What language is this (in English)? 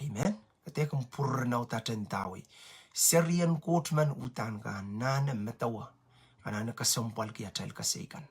Pohnpeian